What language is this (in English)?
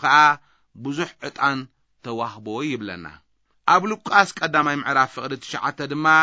Tigrinya